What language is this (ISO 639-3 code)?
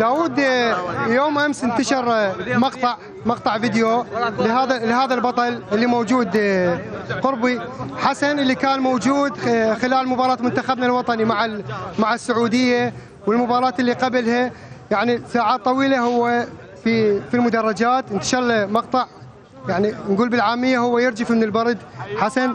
acm